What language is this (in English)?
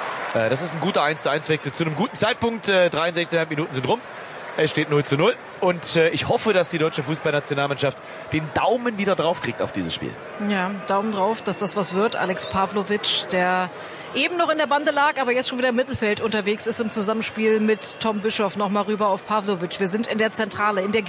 German